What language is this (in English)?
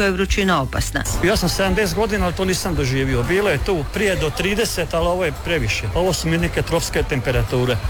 Croatian